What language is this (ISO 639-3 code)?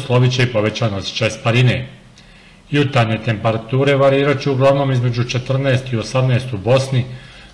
bos